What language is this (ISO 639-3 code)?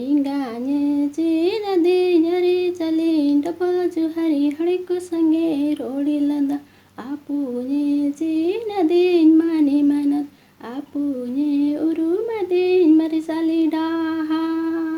sat